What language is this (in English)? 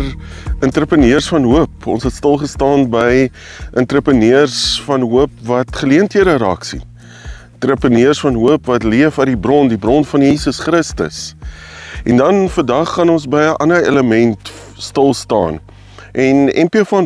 Afrikaans